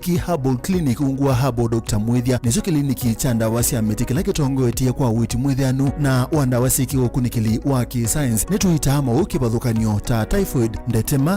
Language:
Kamba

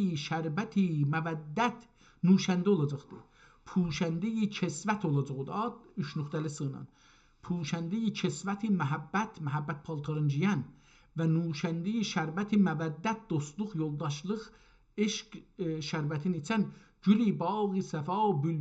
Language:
South Azerbaijani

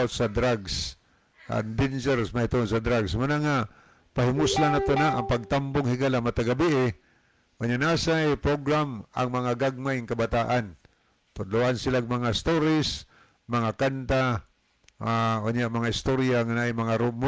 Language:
Cebuano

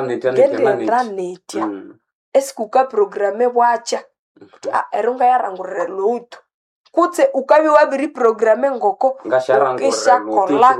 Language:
Nande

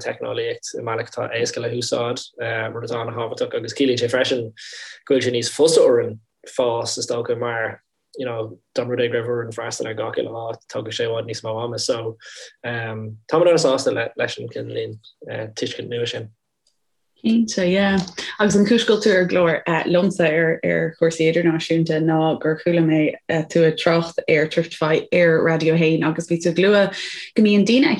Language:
Irish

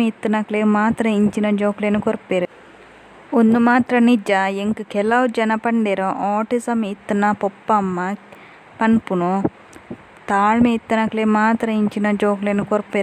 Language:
Tulu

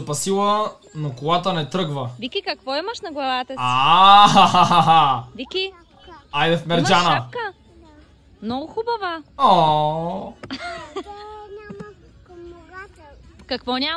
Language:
Bulgarian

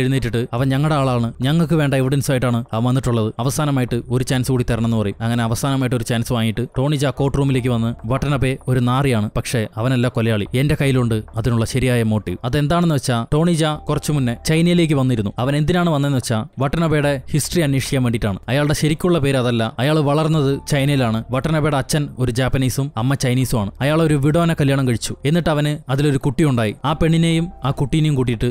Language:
Malayalam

